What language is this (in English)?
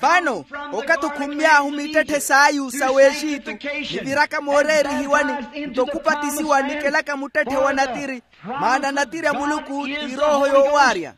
Makhuwa